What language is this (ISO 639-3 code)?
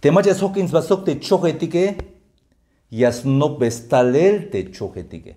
tzh